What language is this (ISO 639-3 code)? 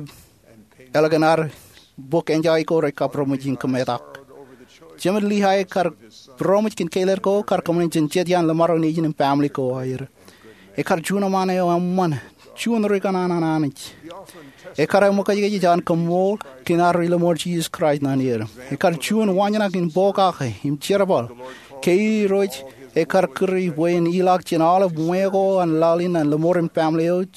mah